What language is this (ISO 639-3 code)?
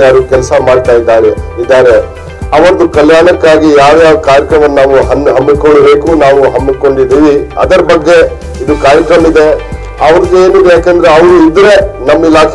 kan